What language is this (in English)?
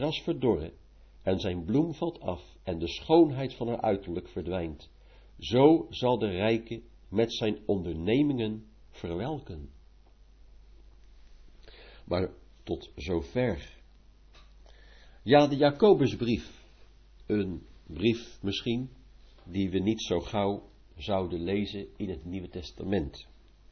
Dutch